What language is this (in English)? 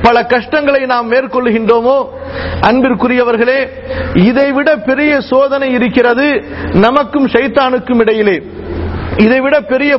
Tamil